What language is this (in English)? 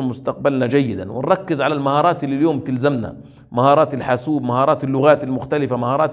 Arabic